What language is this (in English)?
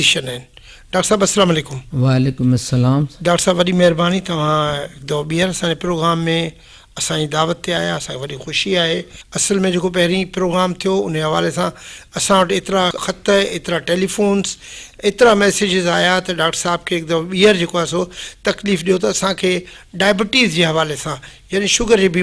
Sindhi